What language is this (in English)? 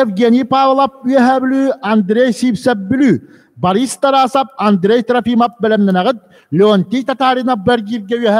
Yakut